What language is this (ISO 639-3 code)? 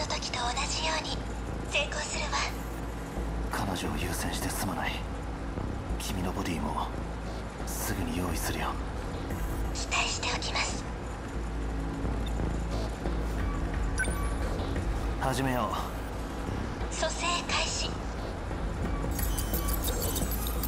jpn